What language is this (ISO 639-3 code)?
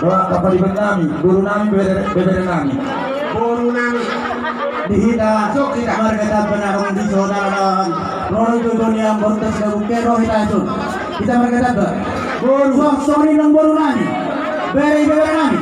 bbc